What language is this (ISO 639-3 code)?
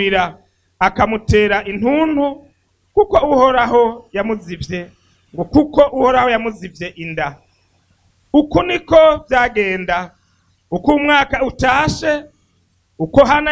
run